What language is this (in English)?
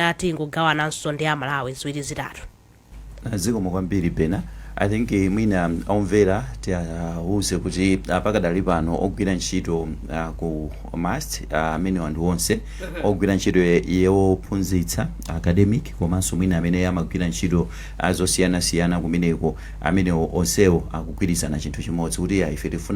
Nyanja